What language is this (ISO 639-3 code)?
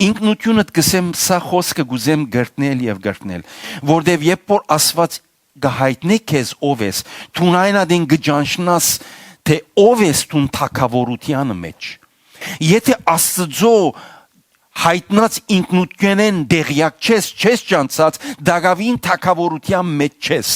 hyw